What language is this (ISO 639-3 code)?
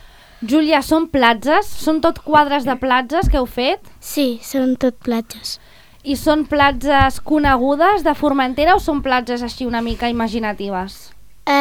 cat